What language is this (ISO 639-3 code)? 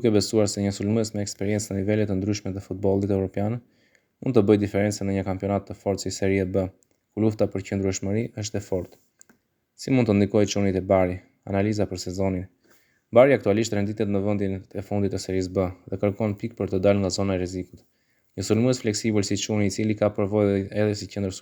sqi